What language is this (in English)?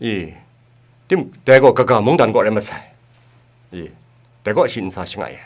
Kachin